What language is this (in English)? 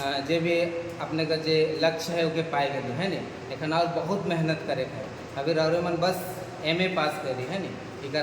Sadri